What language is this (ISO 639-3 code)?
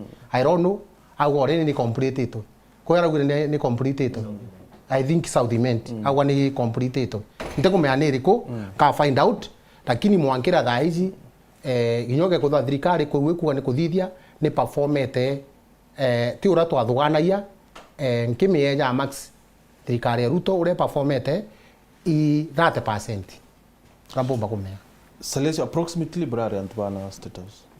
mer